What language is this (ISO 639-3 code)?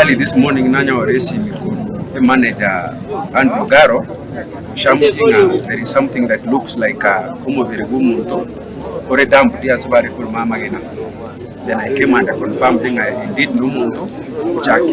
guz